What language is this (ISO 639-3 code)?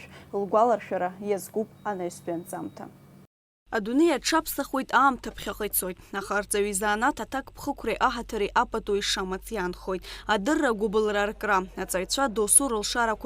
abk